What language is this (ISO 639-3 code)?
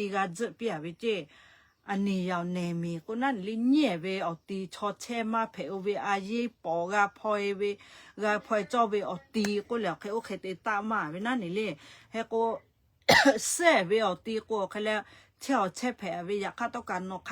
lhu